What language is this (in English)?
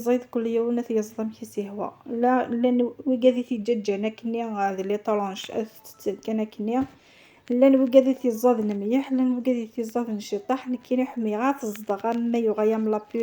Kabyle